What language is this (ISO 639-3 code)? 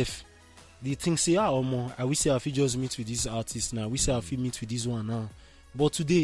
pcm